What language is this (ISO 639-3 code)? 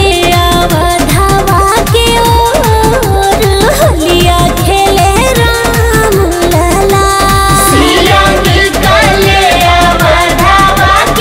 bho